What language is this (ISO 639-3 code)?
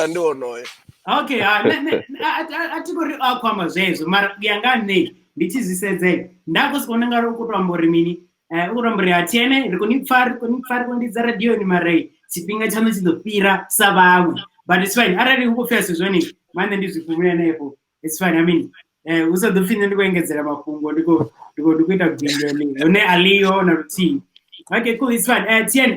ven